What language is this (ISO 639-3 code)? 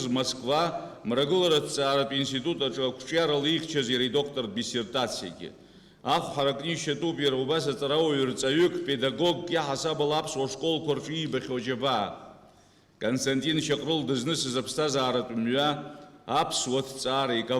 abk